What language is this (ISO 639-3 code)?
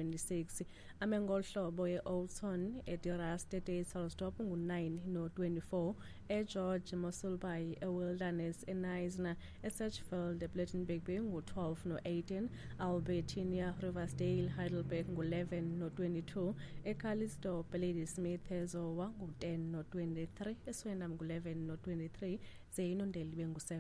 xho